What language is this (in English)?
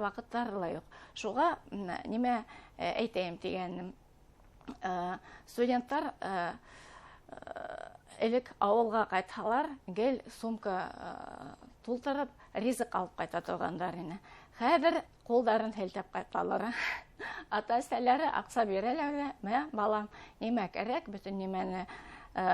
Bashkir